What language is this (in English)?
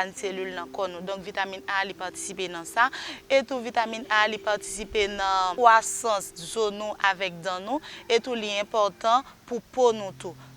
Haitian Creole